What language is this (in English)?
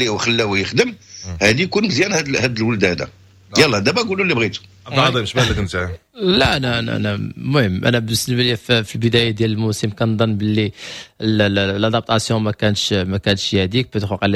Moroccan Arabic